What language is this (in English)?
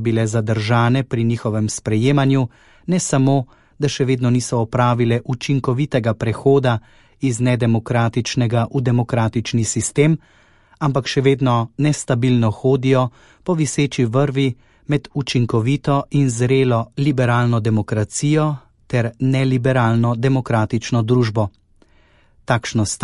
Slovenian